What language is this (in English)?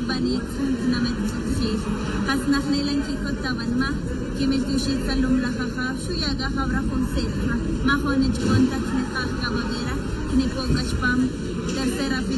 Tz'utujil